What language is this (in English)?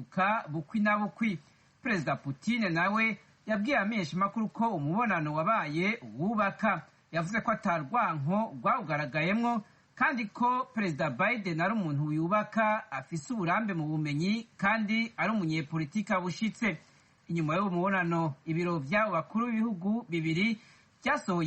Rundi